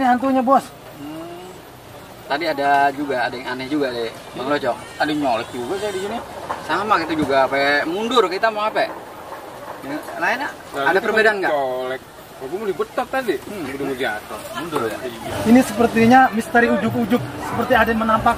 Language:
Betawi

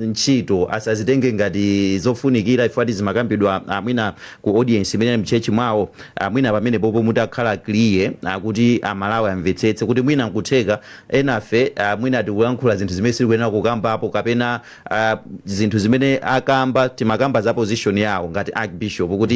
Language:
Nyanja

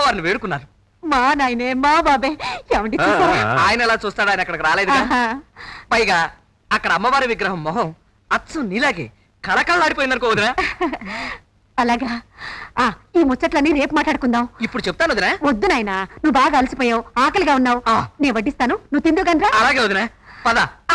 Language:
Telugu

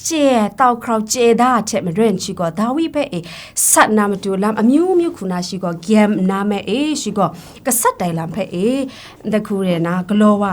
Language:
Kachin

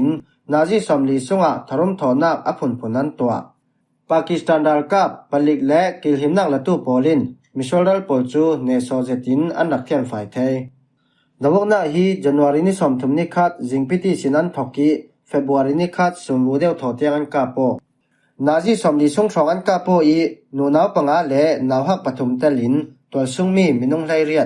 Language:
Falam Chin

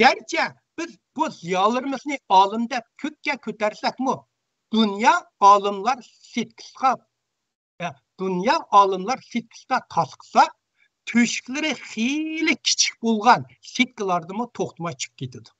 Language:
Uyghur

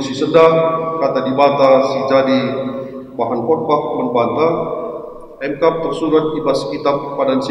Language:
Batak Karo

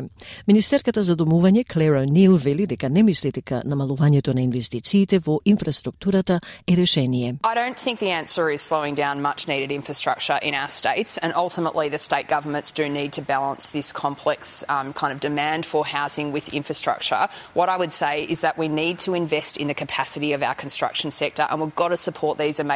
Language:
Macedonian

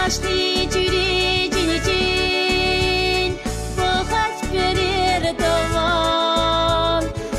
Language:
Chuvash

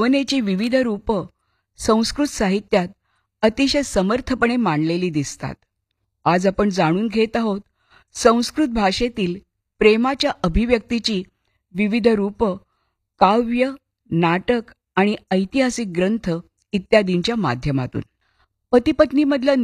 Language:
Marathi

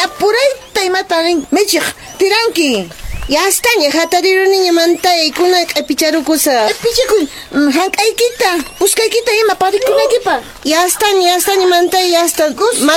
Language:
Quechua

